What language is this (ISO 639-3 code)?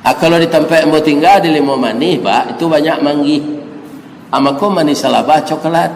min